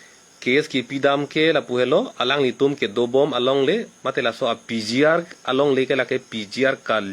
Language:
Karbi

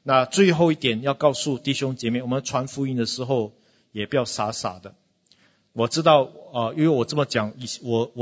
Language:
Chinese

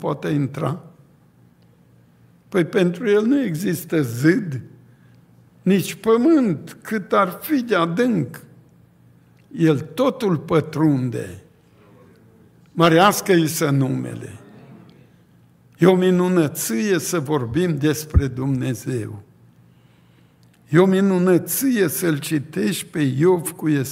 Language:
Romanian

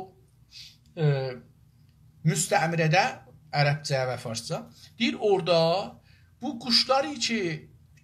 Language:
South Azerbaijani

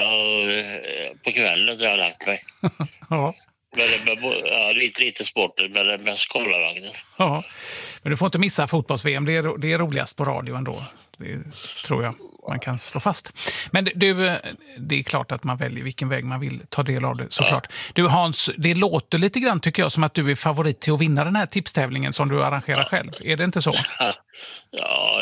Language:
Swedish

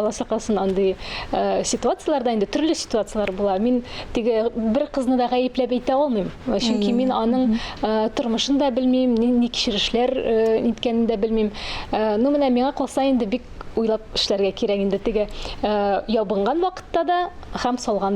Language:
Tatar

